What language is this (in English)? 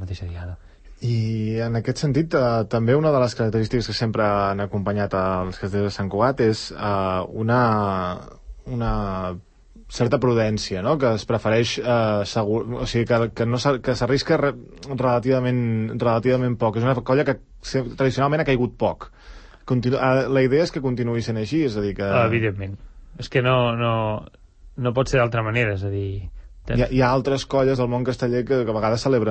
Catalan